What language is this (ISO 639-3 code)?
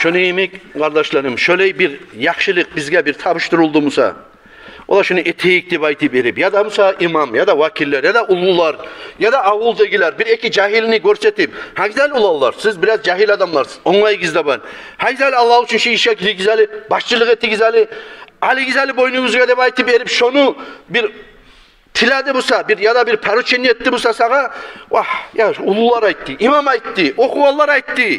kum